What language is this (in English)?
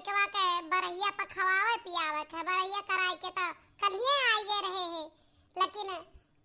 Awadhi